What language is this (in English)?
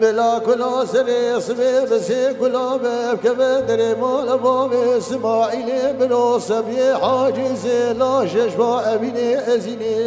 Kurdish